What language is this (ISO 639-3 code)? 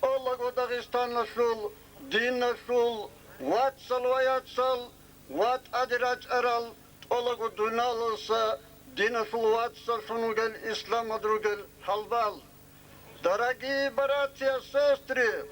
kum